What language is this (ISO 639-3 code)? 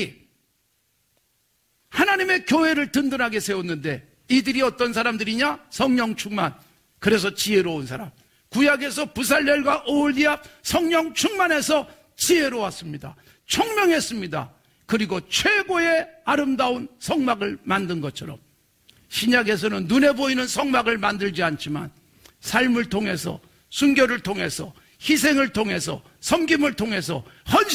kor